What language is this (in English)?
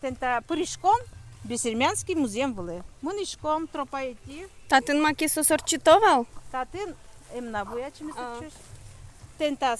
Udmurt